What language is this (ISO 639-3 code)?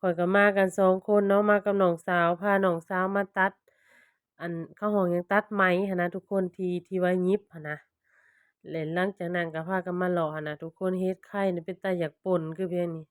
lao